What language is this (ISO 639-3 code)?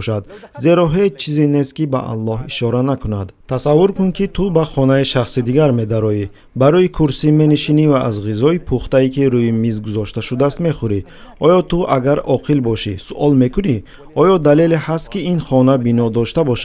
tgk